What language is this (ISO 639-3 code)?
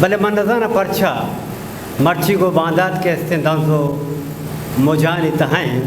bgp